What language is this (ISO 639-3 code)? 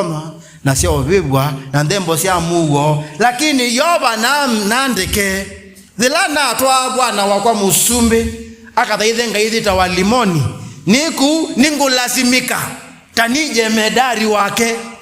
kam